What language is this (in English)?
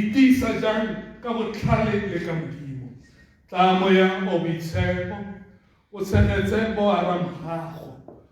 Tswana